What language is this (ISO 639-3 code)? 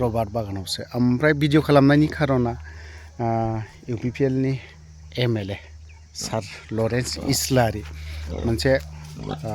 brx